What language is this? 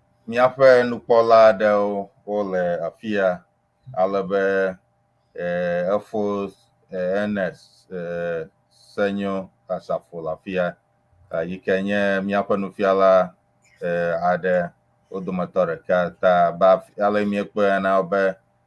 Ewe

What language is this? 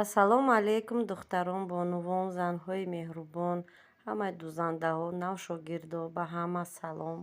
Tajik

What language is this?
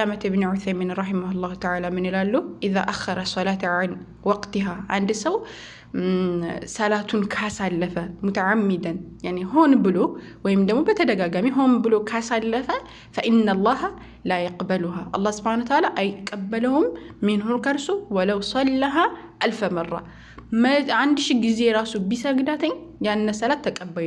Amharic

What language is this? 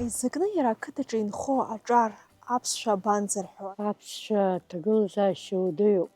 Abkhazian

